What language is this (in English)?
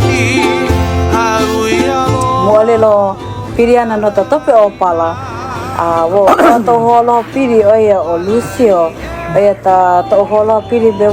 Hawaiian